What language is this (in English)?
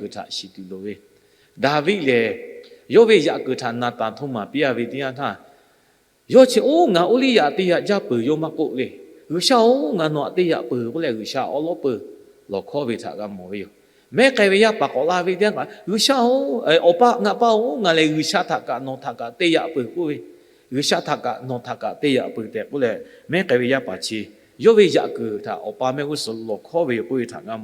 Lahu